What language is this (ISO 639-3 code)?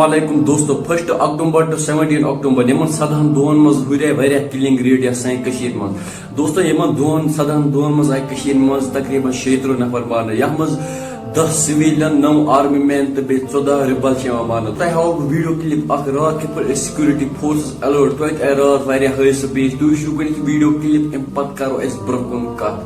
kas